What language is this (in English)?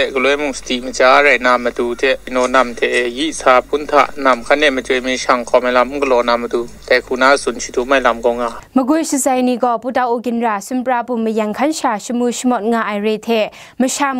Kachin